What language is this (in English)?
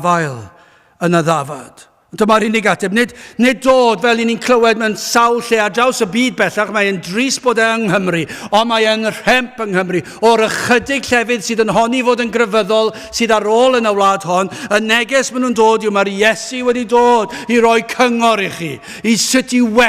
Welsh